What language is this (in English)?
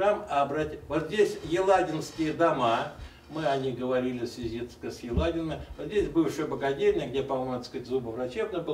Russian